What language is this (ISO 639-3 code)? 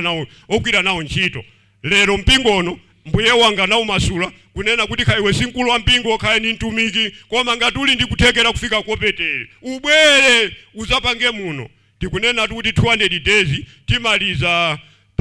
nya